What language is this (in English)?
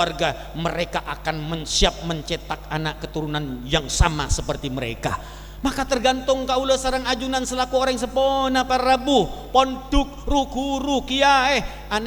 Madurese